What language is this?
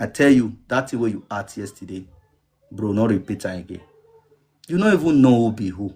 Nigerian Pidgin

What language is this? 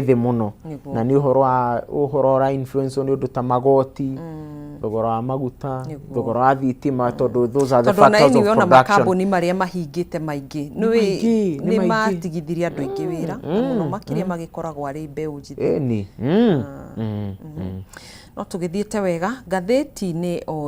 Kikuyu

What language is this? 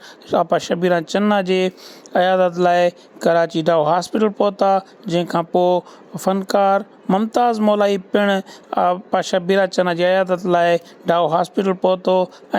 Sindhi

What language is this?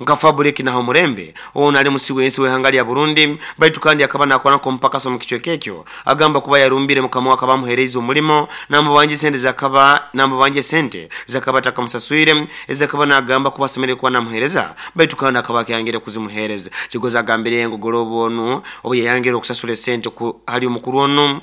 Nyoro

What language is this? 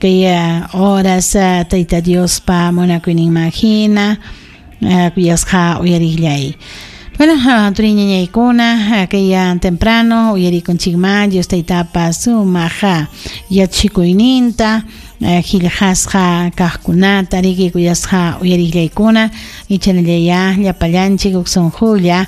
Ayacucho Quechua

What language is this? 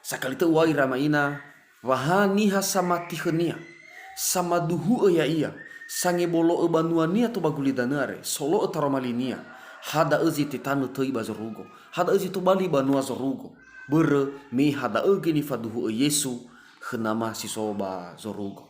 Nias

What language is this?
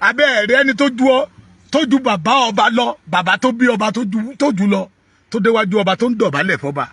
Yoruba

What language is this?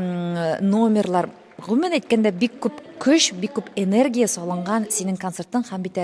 Tatar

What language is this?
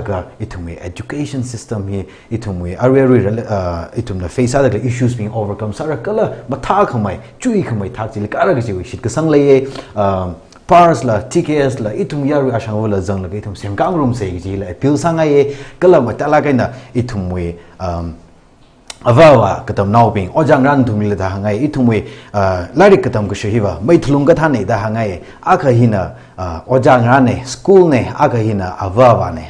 Tangkhul Naga (India)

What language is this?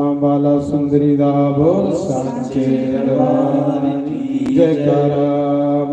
Dogri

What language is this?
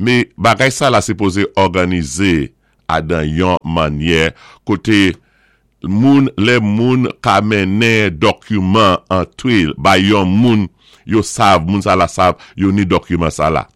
Saint Lucian Creole French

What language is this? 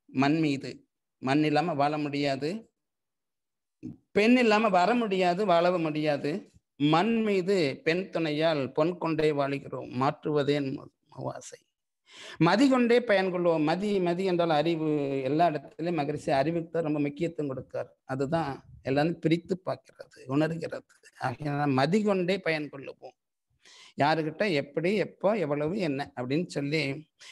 Tamil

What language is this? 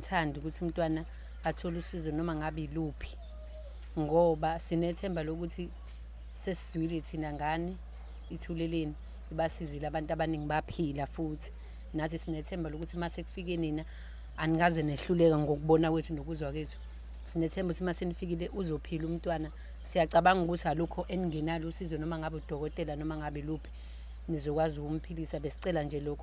Zulu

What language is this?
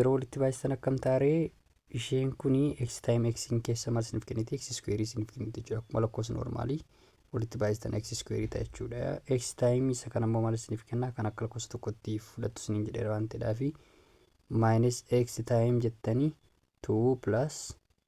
Oromo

